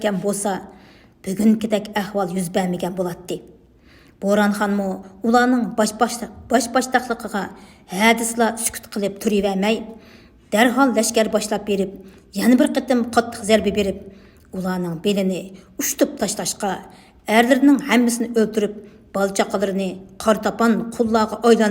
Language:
Uyghur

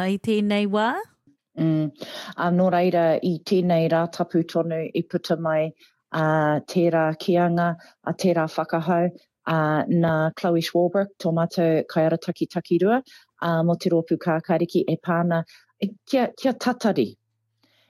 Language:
Māori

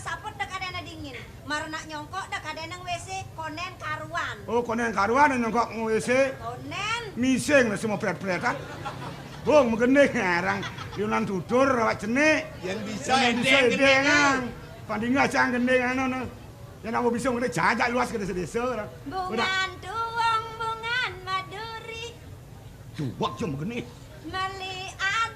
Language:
Balinese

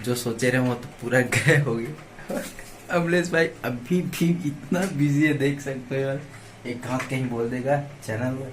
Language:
Chhattisgarhi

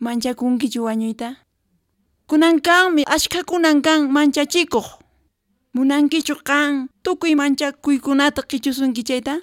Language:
Quechua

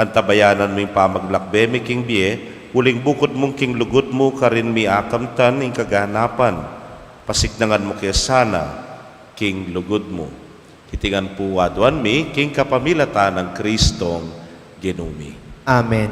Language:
Pampanga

